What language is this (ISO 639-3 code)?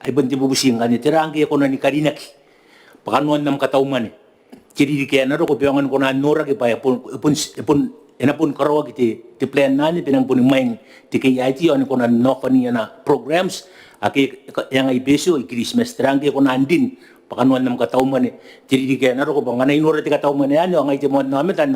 gil